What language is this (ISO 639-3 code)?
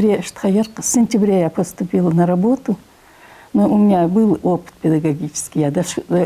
inh